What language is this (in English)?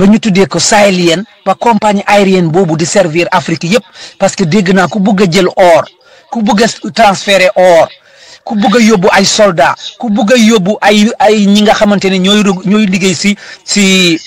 Wolof